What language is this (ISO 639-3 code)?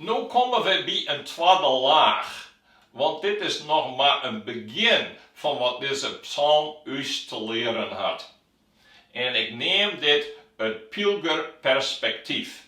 fry